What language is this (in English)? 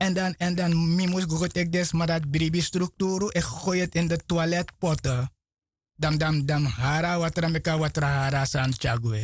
Sranan Tongo